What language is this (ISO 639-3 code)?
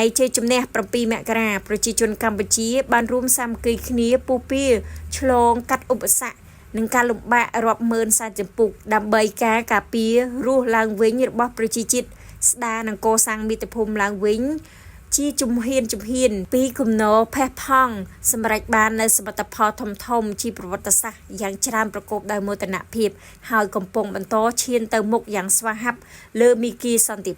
khm